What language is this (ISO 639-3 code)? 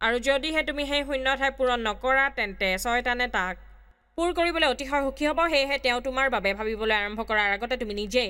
asm